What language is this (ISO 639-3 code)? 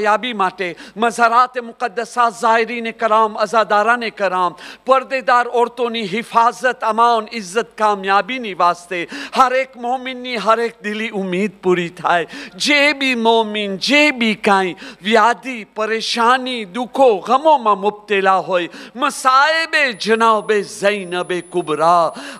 urd